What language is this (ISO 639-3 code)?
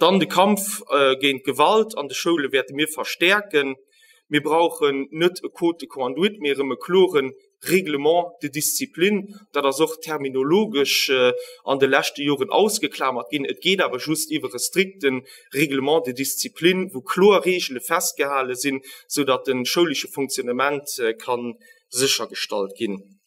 ltz